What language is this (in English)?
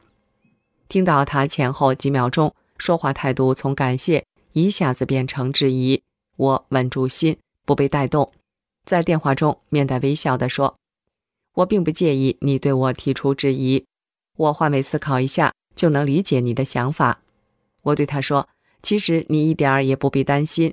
Chinese